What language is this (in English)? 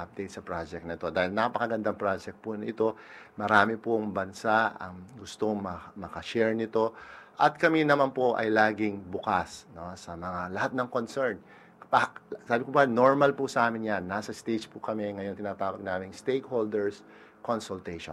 Filipino